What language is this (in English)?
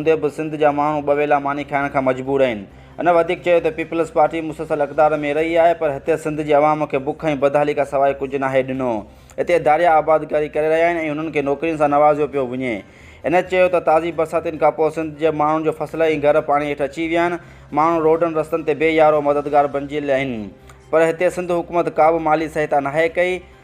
Sindhi